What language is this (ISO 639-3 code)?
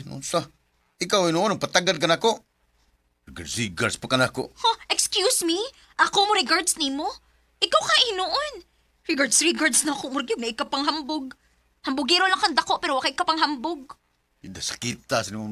ceb